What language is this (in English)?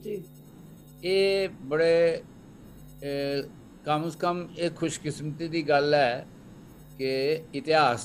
Dogri